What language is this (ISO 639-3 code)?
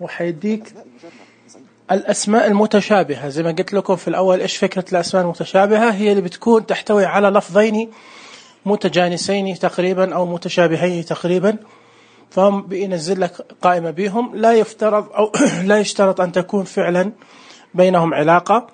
ars